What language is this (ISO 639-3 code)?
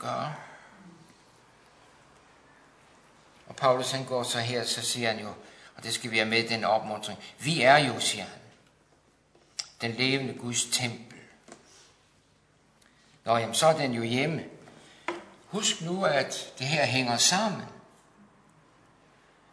dan